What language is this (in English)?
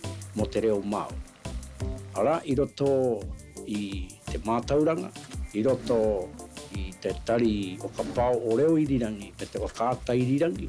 Māori